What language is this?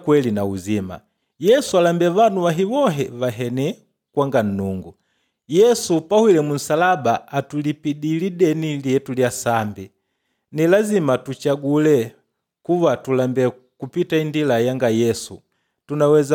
Makonde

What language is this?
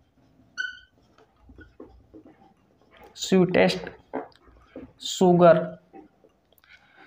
Hindi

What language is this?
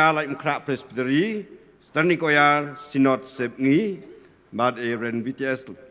Khasi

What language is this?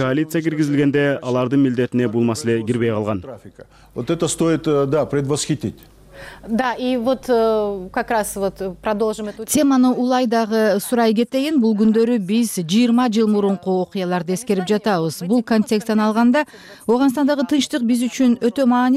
Kyrgyz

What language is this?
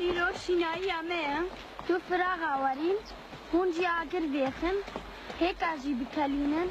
Kurdish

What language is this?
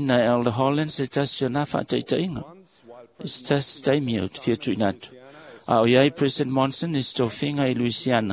Samoan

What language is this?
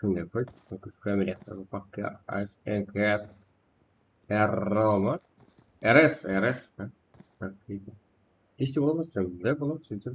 Kara-Kalpak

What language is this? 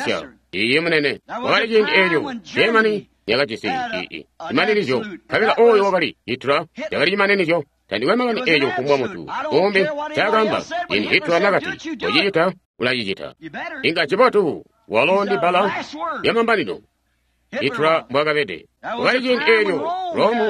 Tonga (Zambia)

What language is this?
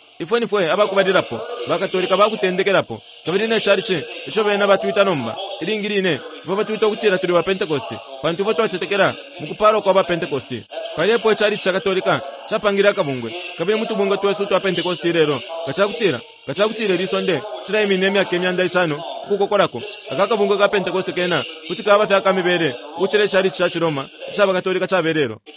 Bemba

